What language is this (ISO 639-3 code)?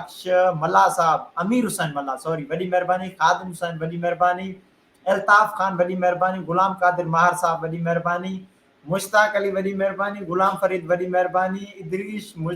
snd